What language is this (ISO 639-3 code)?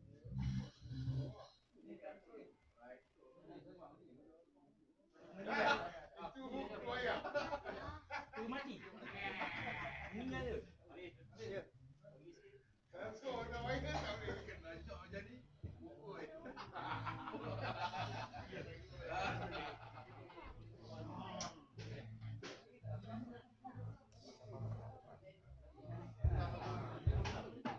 msa